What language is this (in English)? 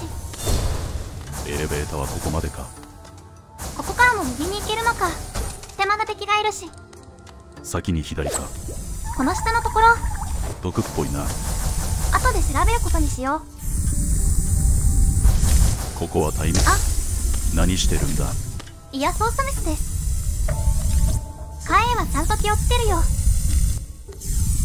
Japanese